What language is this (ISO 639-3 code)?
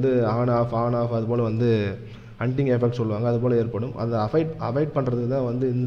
tam